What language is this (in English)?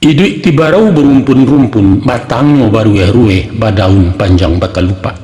Minangkabau